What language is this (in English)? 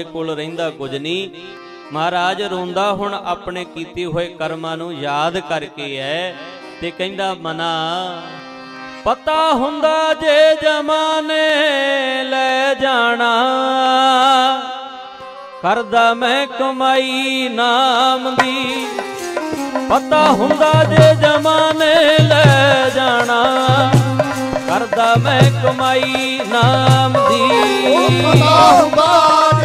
Punjabi